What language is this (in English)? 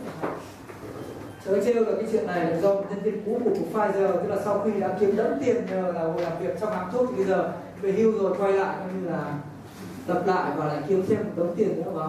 Vietnamese